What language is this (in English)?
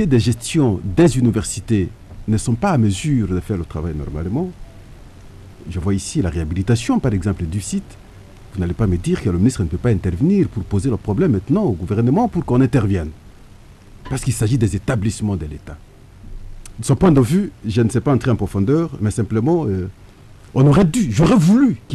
French